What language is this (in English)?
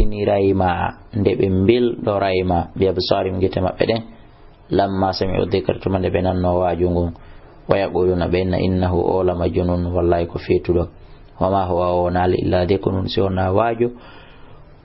Fula